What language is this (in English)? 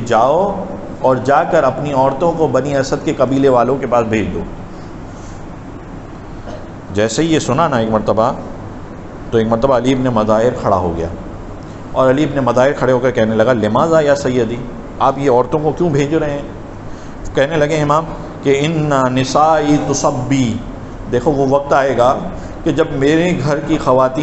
Urdu